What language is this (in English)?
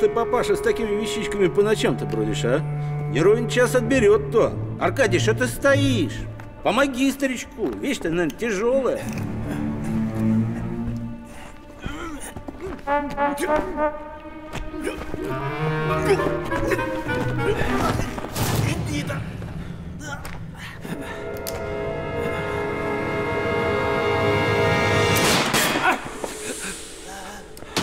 Russian